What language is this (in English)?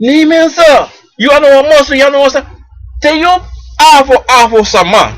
Sranan Tongo